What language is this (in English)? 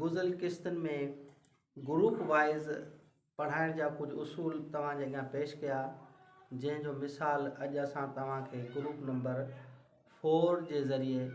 Sindhi